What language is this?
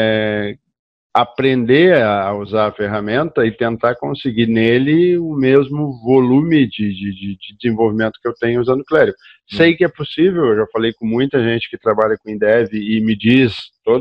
Portuguese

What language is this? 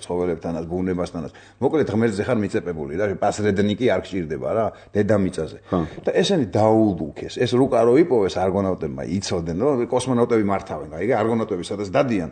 Georgian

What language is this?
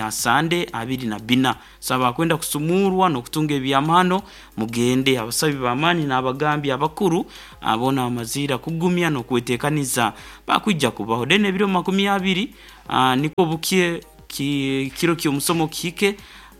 Nyoro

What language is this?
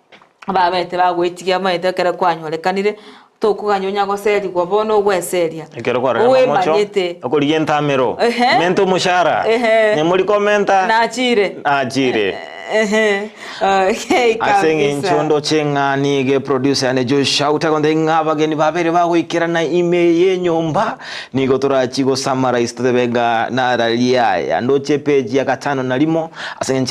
Gusii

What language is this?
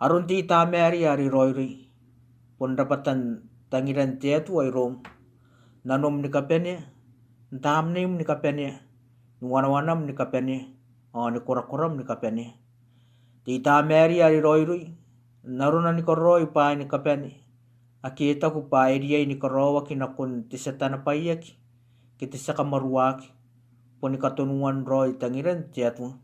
Gilbertese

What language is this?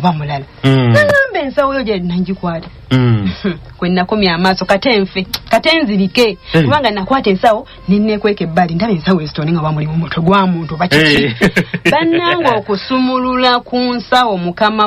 Ganda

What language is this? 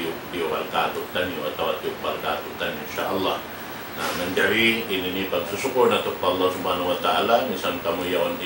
Tausug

